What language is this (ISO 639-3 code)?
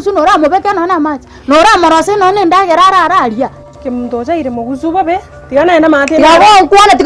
guz